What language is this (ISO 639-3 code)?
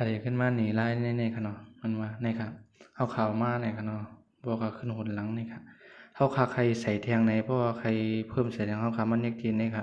shn